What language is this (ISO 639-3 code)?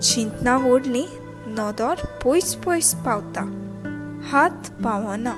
kok